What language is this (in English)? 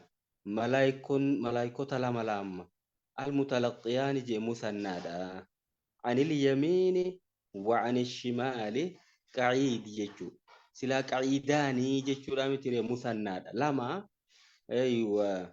Oromo